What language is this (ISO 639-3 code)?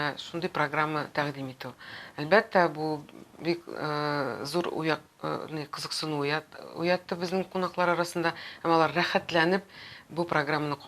tat